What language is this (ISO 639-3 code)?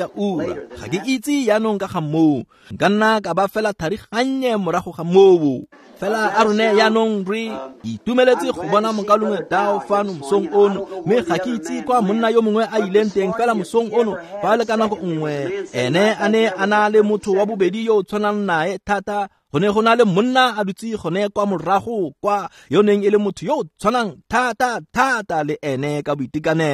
tsn